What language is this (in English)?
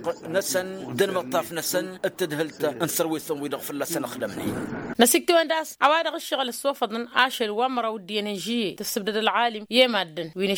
Tamasheq